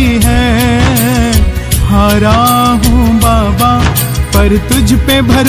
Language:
Hindi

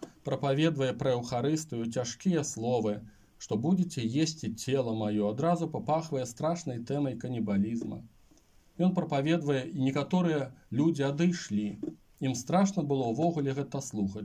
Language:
Belarusian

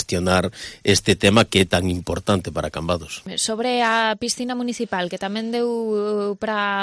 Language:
Galician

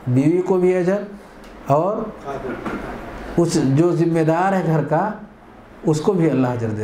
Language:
Urdu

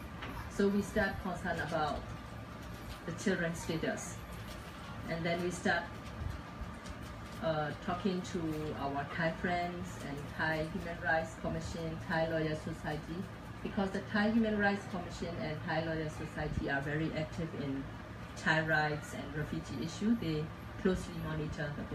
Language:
English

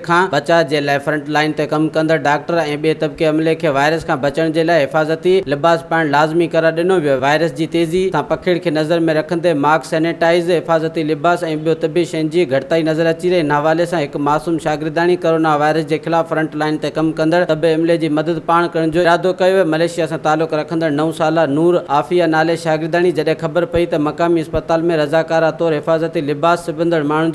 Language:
Sindhi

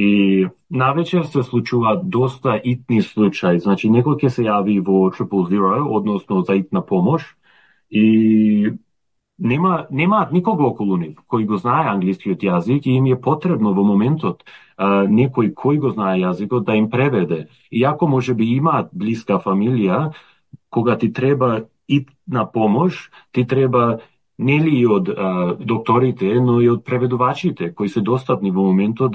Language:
Macedonian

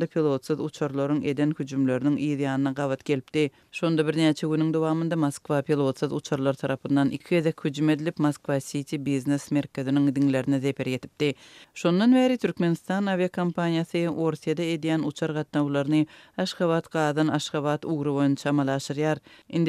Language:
Turkmen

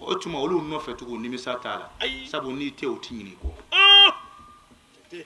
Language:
Bambara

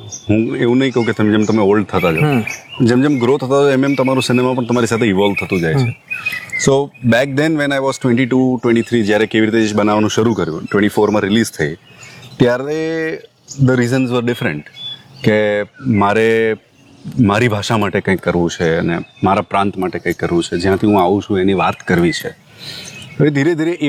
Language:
Gujarati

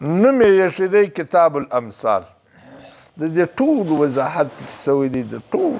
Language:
Pashto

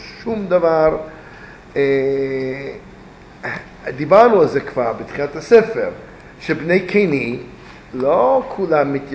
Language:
Hebrew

